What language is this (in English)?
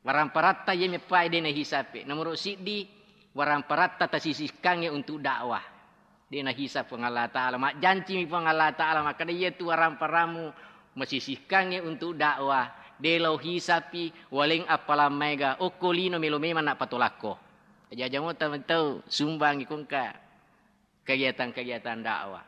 Buginese